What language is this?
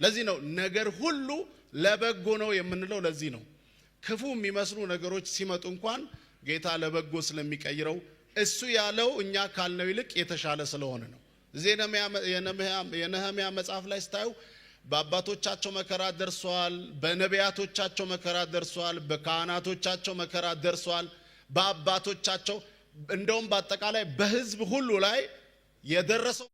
Amharic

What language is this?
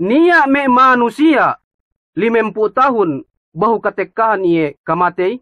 Yakan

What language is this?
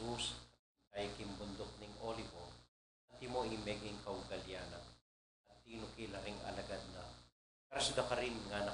Pampanga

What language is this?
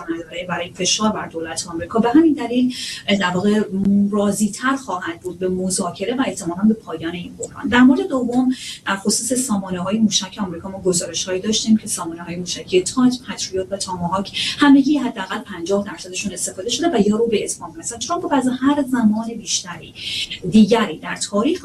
Persian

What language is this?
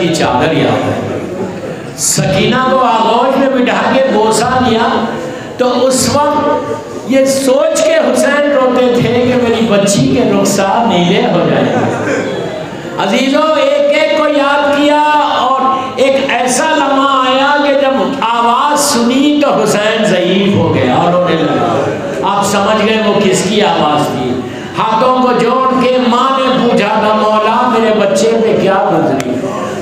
Urdu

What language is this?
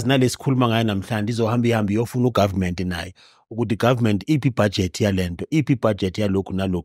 Zulu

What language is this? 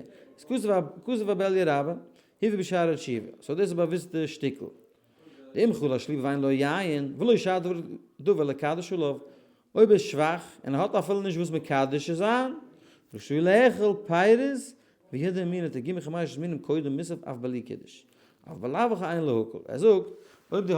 Yiddish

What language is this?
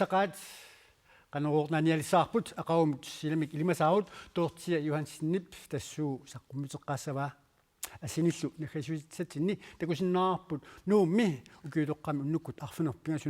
Kalaallisut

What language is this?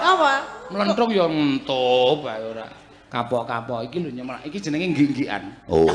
Javanese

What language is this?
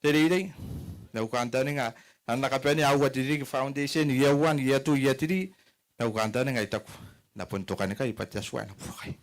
Gilbertese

